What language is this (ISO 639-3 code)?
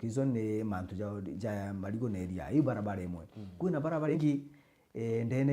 mer